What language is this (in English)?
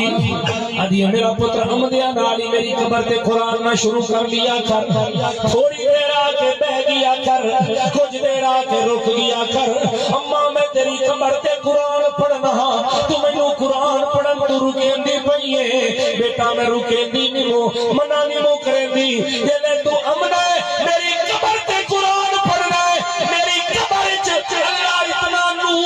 Saraiki